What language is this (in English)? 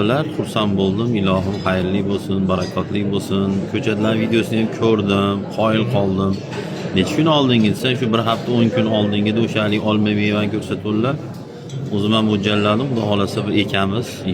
Uzbek